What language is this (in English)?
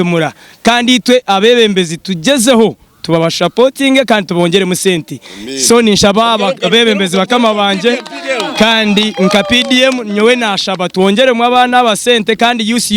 Nyankole